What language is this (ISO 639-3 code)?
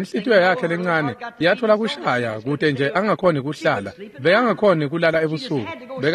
ssw